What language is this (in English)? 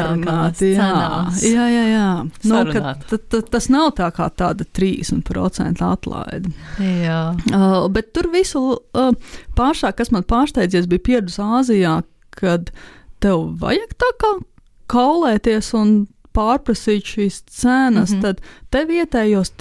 Latvian